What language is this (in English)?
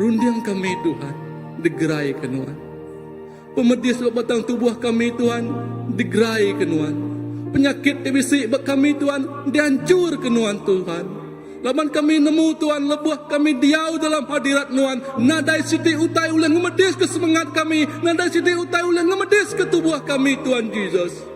Iban